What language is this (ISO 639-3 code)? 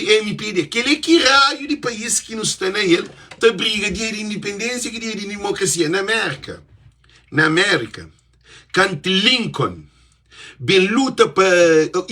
kea